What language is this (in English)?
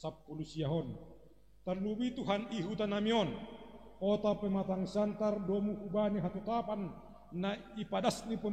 Batak Simalungun